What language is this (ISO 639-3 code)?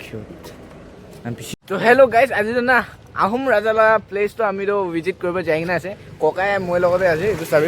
nag